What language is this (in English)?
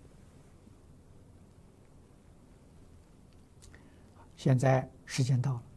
Chinese